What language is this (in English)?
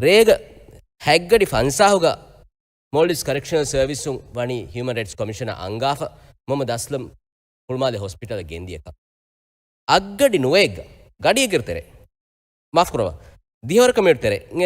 Divehi